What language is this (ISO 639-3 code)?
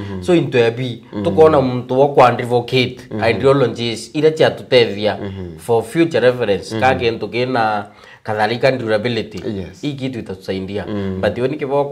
mer